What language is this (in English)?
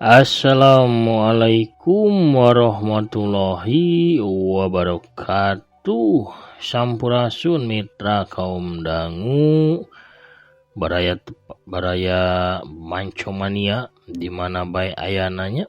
Sundanese